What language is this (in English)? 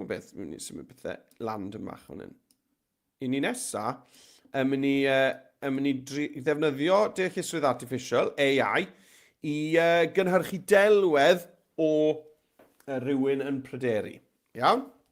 Welsh